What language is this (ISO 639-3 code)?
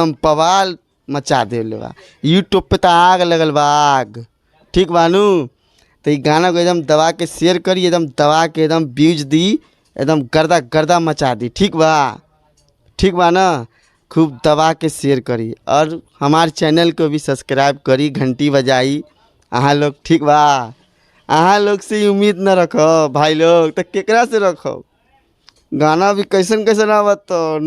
bho